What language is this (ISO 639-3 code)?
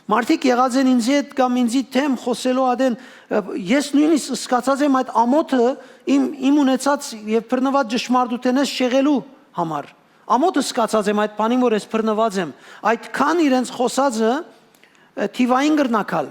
hyw